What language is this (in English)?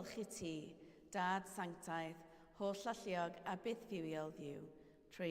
Welsh